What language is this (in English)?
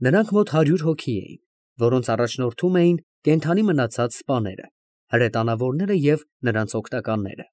Armenian